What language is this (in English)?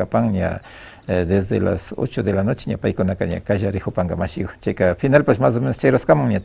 Imbabura Highland Quichua